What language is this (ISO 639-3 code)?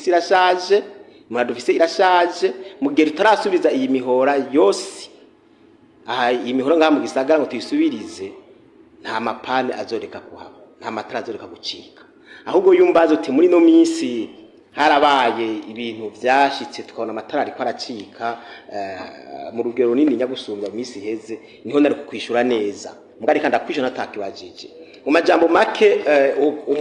run